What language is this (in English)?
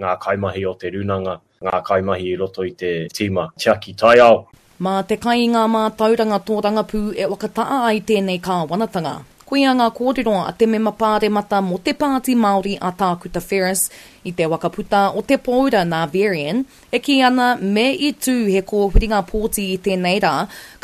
Māori